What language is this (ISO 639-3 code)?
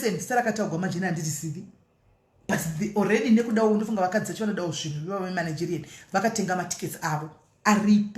sna